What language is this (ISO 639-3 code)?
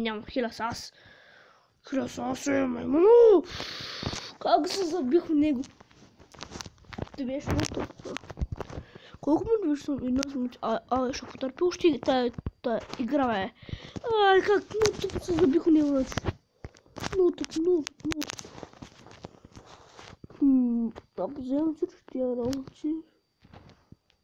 bul